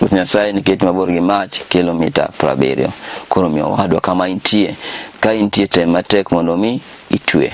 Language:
Luo (Kenya and Tanzania)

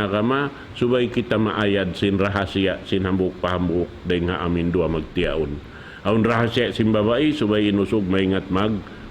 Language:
Tausug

